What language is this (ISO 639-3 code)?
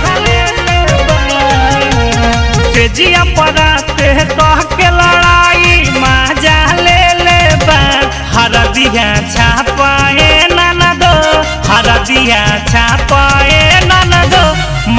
bho